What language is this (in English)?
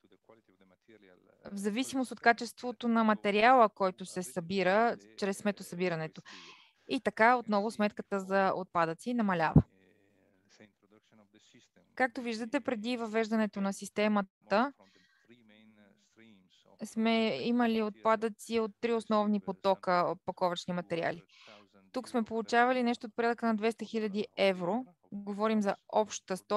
Bulgarian